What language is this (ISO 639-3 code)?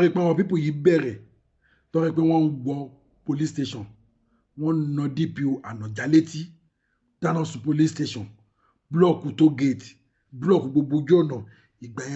yor